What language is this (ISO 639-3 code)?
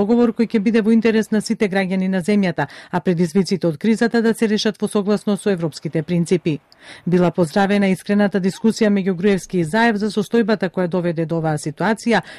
mkd